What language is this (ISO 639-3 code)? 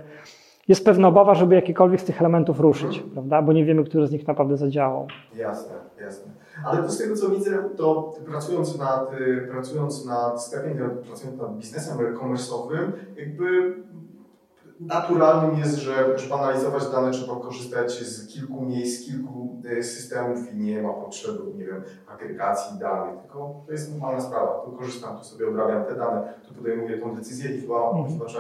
pol